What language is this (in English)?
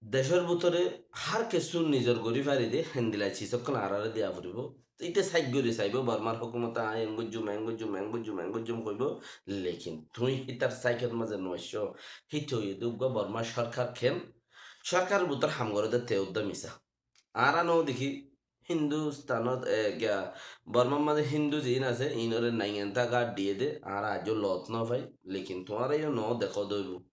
Rohingya